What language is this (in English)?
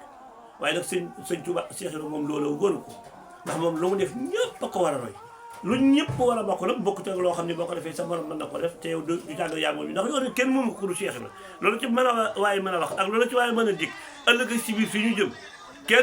Wolof